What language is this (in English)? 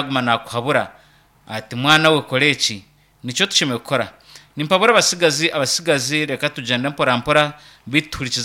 Nyankole